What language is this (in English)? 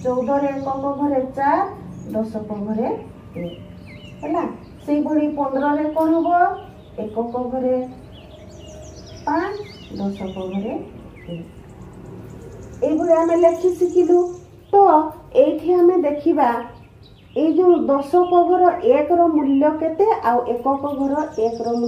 Odia